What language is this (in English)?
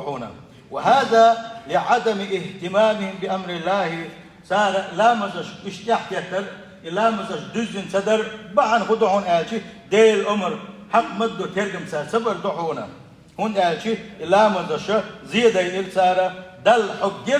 Chechen